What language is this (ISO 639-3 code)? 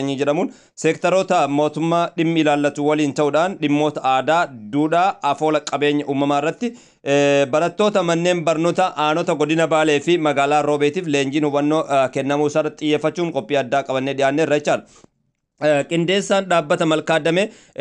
orm